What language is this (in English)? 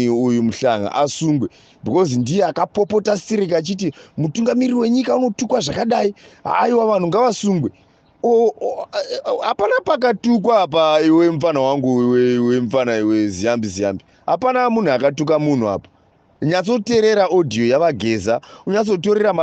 Shona